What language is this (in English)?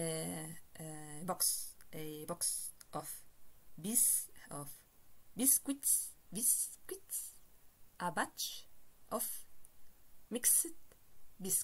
Esperanto